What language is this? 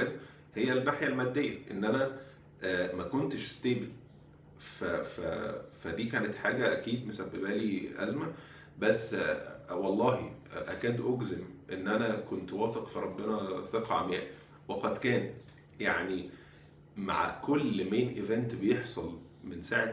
Egyptian Arabic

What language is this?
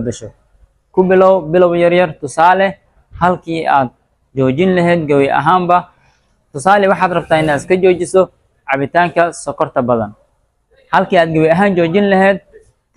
Somali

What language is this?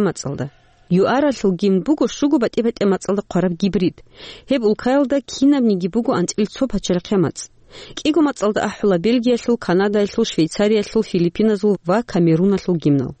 Avaric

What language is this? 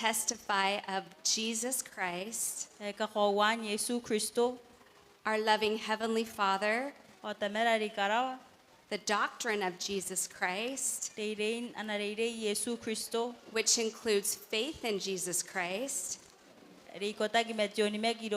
Gilbertese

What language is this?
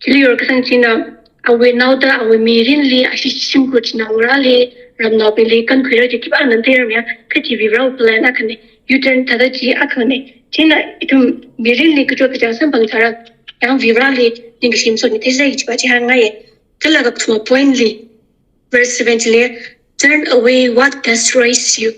Tangkhul Naga (India)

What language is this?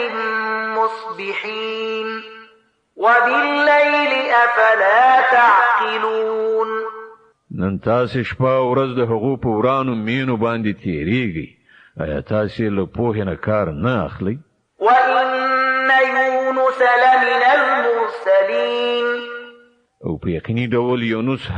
Pashto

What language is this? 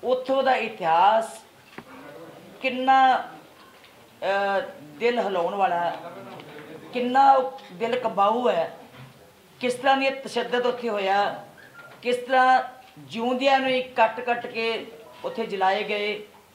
Punjabi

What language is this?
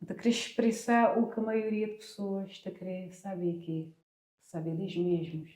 Kabuverdianu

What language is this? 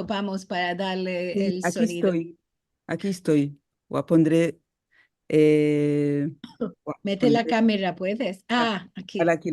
Ladino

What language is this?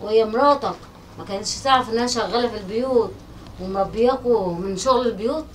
Egyptian Arabic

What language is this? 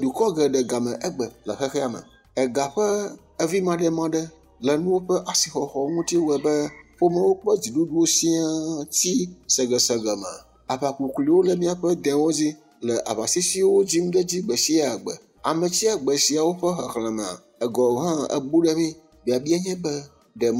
Ewe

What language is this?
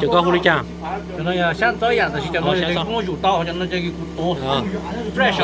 Hmong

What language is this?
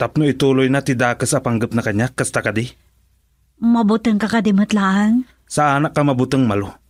Iloko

